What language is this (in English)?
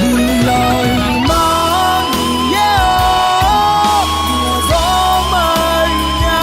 Akha